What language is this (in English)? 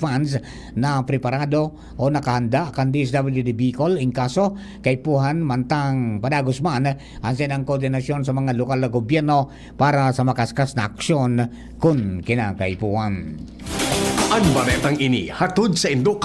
Bikol